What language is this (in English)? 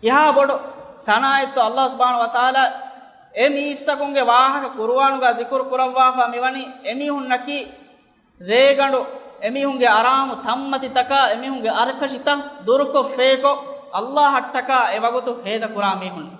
Divehi